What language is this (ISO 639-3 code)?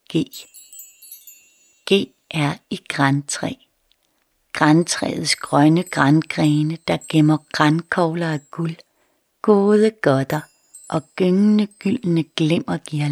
dan